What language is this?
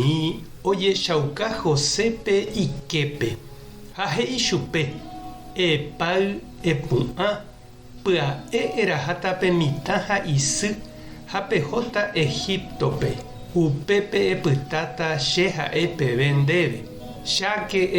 Guarani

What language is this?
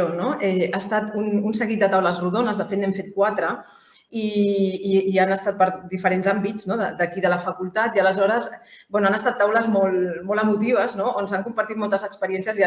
Catalan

